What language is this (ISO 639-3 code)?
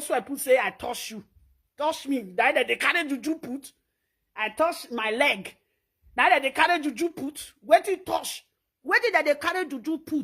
pcm